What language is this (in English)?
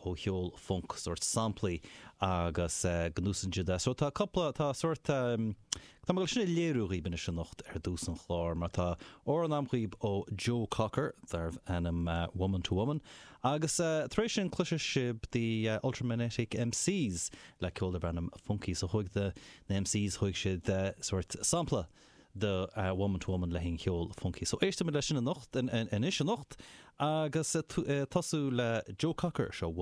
Irish